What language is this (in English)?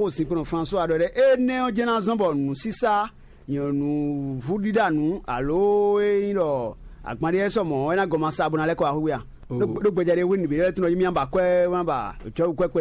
Fon